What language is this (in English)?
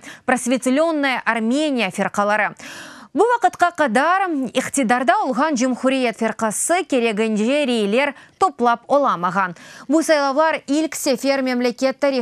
Crimean Tatar